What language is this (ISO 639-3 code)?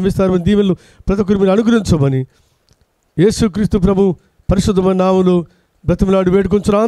tel